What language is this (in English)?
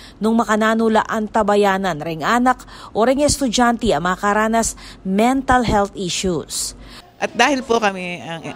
Pampanga